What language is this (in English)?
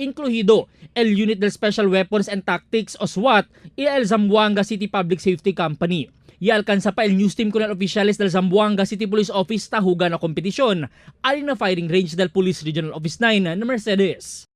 Chavacano